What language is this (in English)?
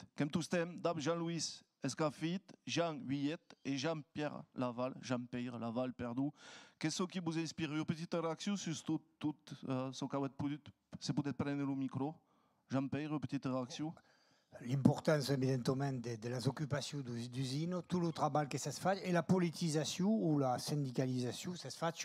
Occitan